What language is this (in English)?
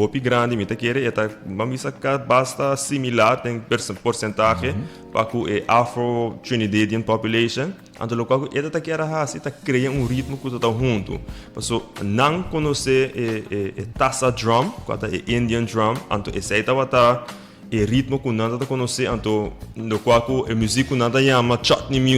Papiamento